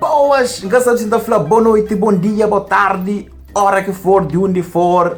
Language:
Kabuverdianu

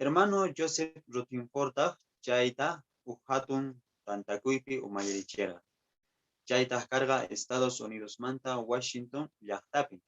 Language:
Quechua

